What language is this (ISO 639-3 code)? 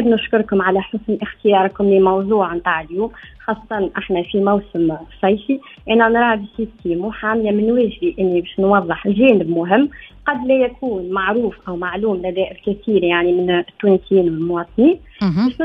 aeb